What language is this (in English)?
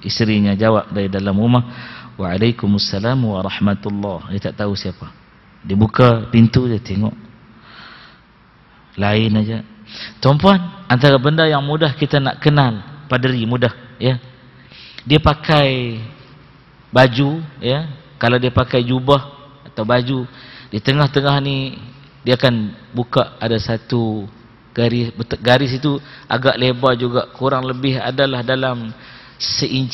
Malay